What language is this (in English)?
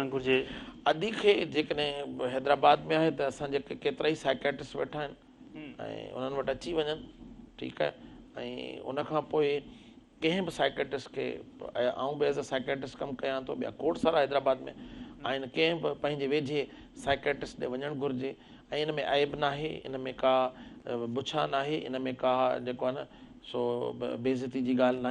Sindhi